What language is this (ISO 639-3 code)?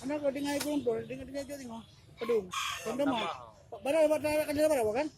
ace